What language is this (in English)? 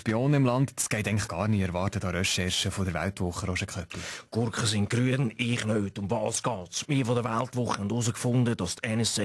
Swiss German